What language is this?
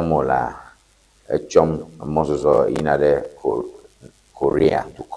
Ewe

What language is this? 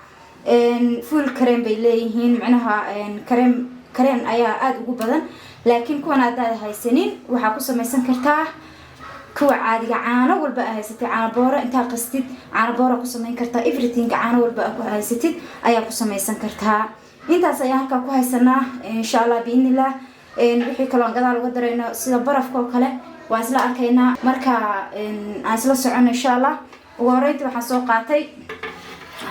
Somali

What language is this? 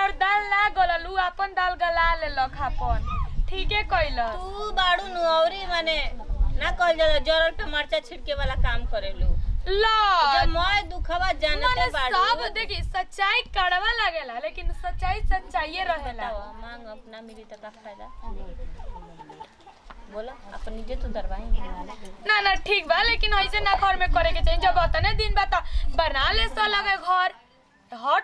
Bhojpuri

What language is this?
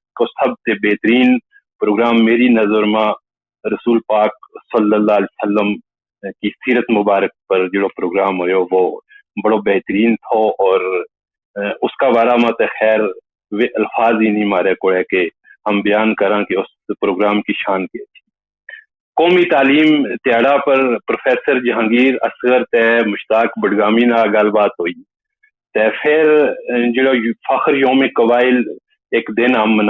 Gujari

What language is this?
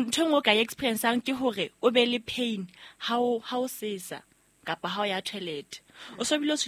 Southern Sotho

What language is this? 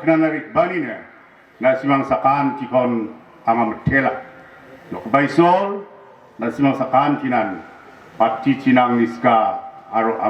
Garo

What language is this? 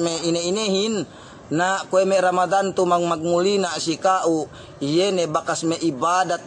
Yakan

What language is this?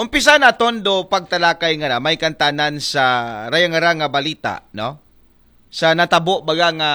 Aklanon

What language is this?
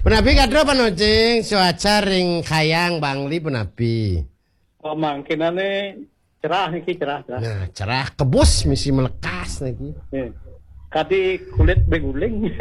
Balinese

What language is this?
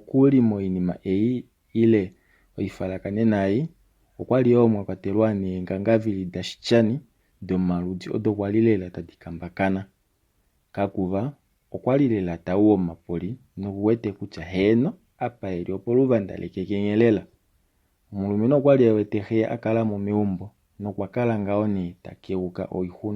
Kuanyama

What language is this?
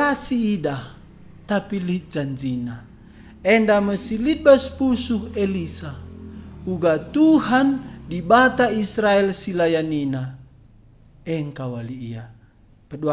Batak Karo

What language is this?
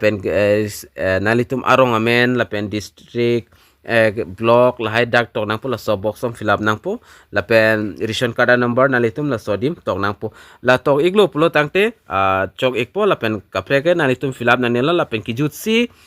Karbi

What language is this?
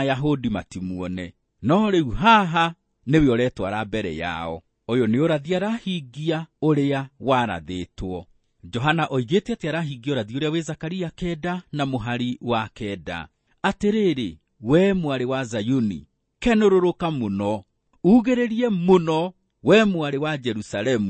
Kikuyu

